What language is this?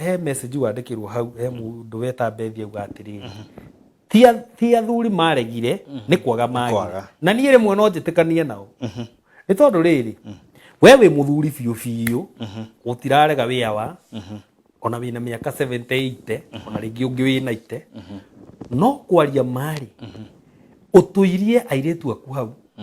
Kikuyu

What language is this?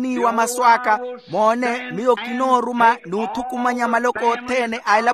Makhuwa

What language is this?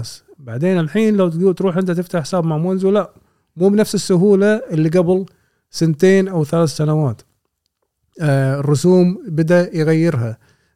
Gulf Arabic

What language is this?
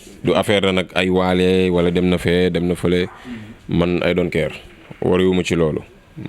Wolof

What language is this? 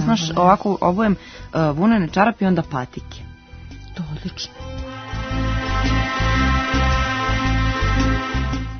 Serbian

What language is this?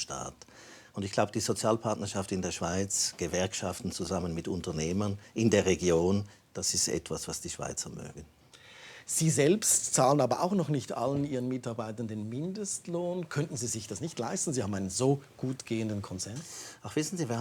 Swiss German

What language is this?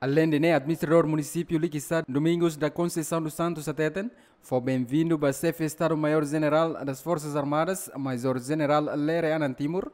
Tetum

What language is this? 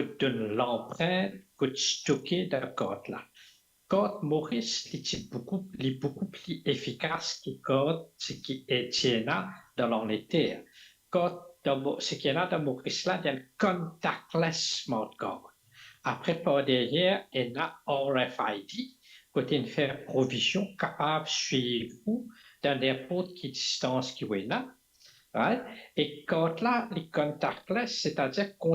Morisyen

